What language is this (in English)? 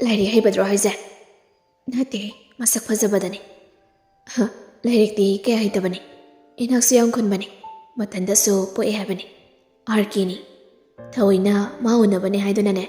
Manipuri